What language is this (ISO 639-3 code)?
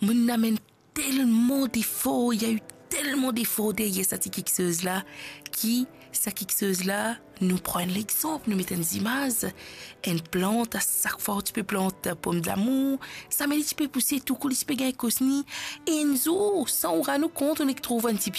mfe